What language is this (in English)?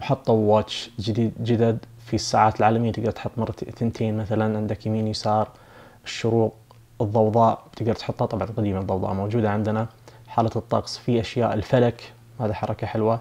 Najdi Arabic